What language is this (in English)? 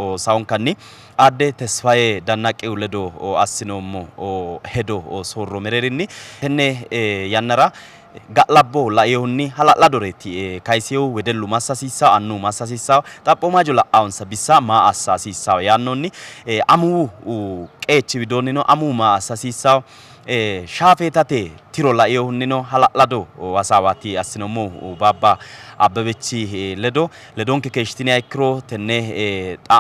Sidamo